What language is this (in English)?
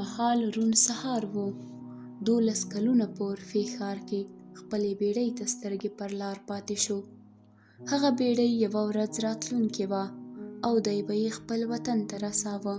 Pashto